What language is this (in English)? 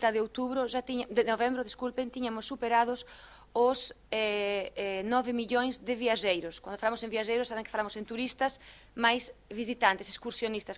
Galician